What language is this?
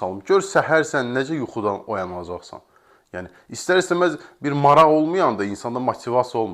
Azerbaijani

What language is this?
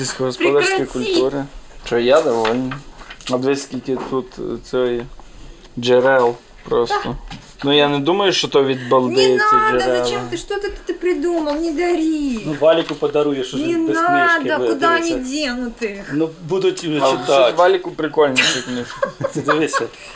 Ukrainian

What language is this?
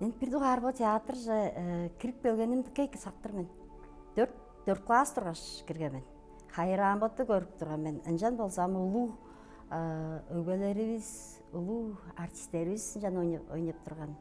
Tuvinian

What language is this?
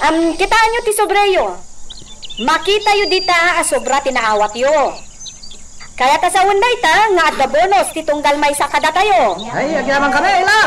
Iloko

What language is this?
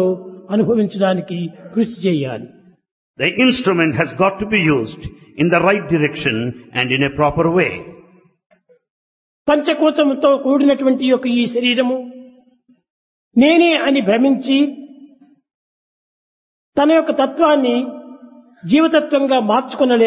Telugu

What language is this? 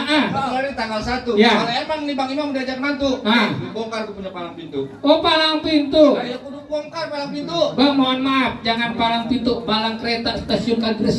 Betawi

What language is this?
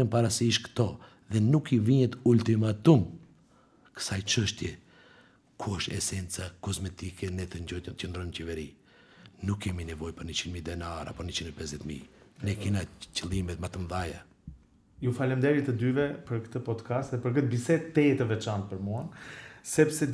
Albanian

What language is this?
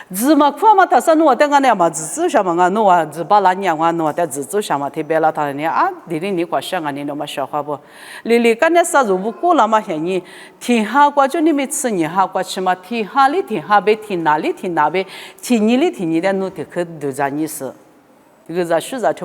Lisu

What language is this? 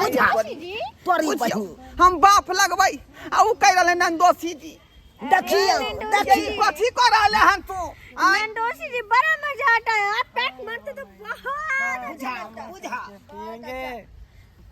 Maithili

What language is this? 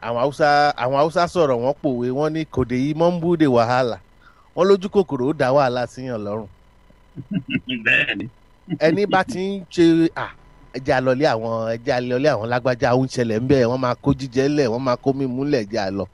Yoruba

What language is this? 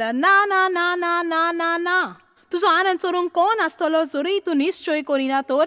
Konkani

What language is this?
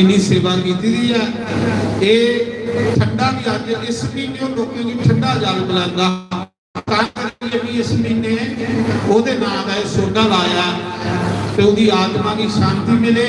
Dogri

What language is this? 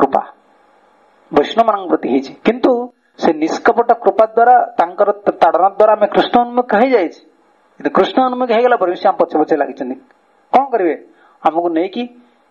Odia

